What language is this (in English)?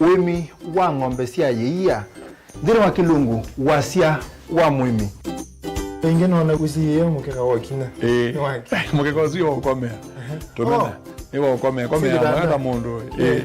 Kamba